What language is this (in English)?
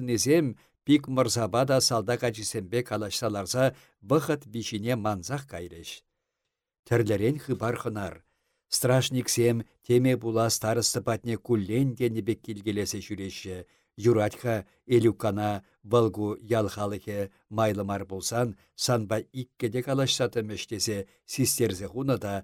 Chuvash